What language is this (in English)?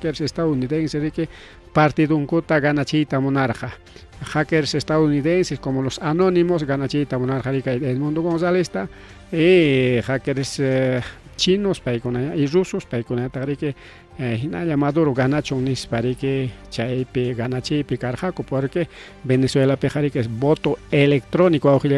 Ayacucho Quechua